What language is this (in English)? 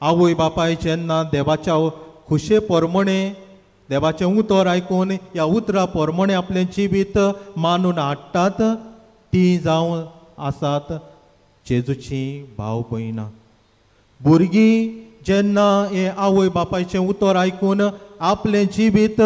Konkani